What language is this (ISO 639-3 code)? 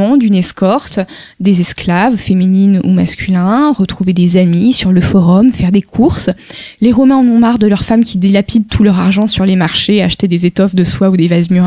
fra